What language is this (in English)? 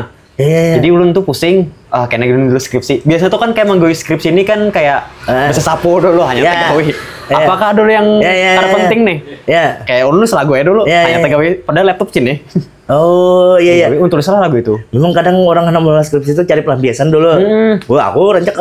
Banjar